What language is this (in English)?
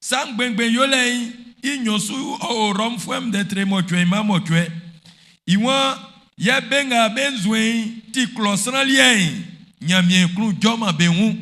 Baoulé